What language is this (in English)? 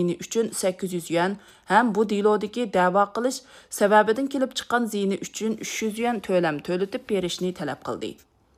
Uyghur